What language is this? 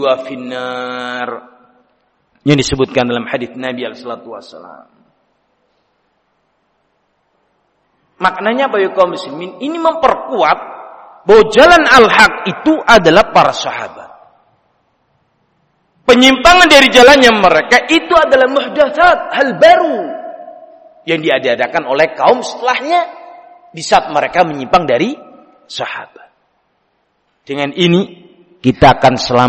Indonesian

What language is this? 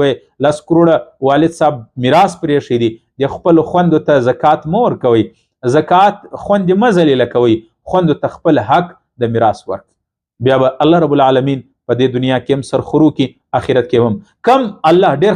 Pashto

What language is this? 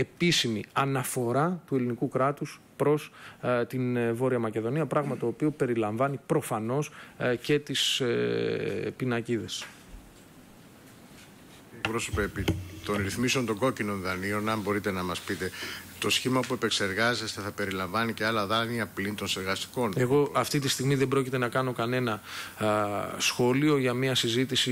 Greek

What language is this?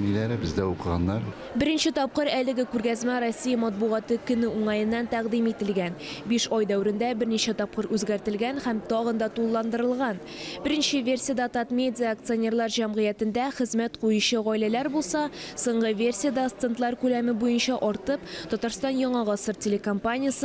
Tatar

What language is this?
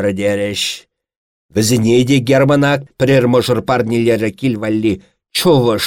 Chuvash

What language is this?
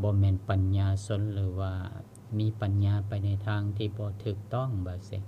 Lao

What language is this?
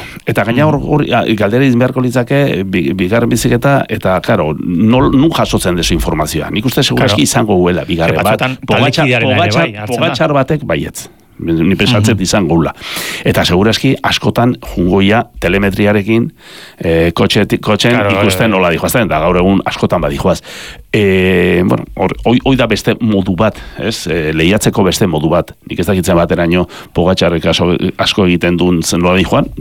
Basque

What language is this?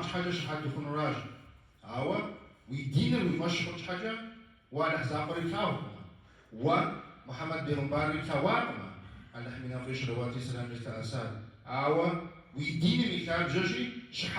Kabardian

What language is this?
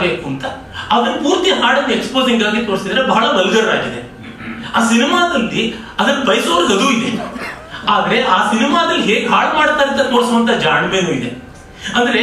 Kannada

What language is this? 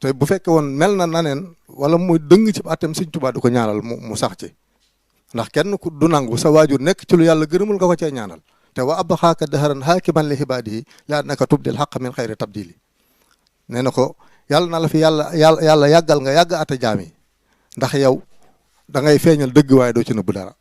Wolof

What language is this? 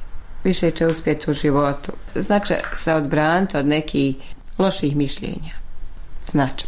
Bosnian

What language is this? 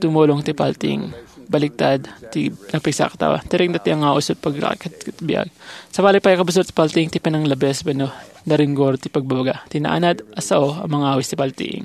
Iloko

